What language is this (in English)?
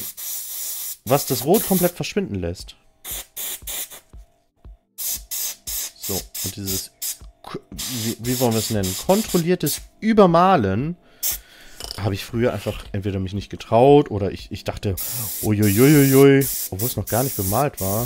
German